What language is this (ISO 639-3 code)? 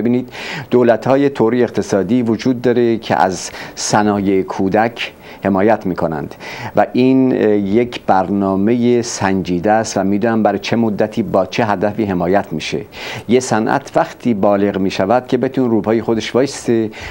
fas